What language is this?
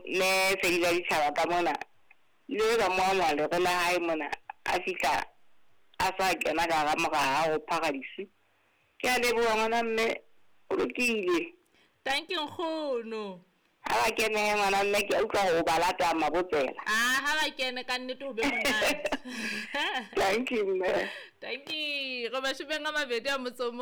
Southern Sotho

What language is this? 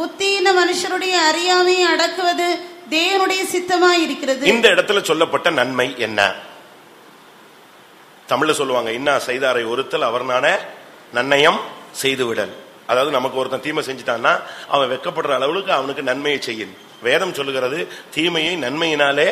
Tamil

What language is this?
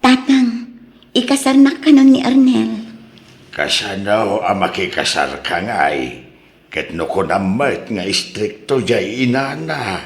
Iloko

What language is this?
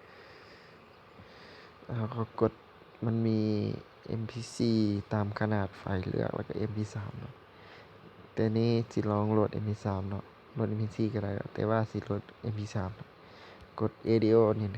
Lao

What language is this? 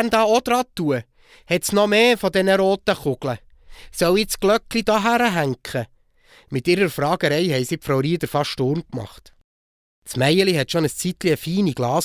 Swiss German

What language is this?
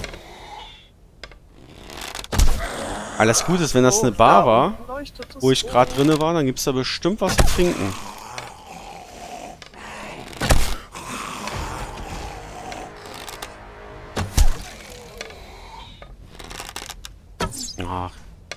German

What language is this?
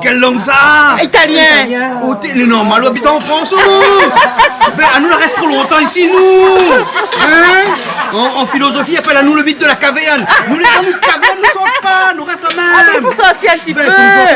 Réunion Creole French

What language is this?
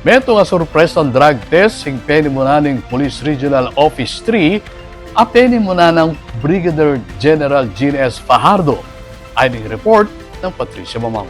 Pampanga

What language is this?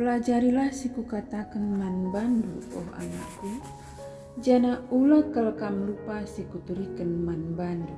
Batak Karo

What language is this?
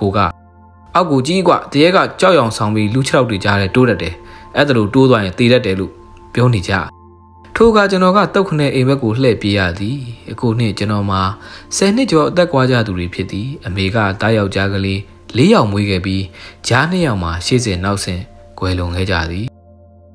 Burmese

